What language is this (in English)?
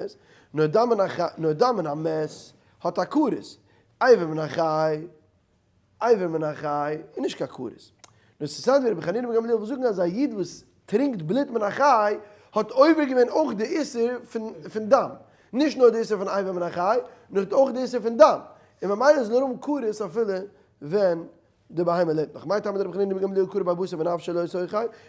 Yiddish